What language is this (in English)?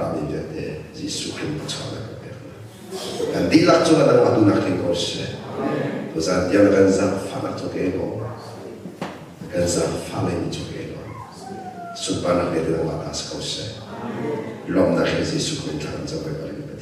Hakha Chin